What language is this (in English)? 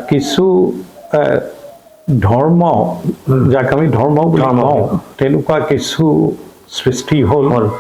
Assamese